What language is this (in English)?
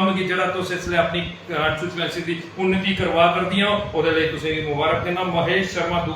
Dogri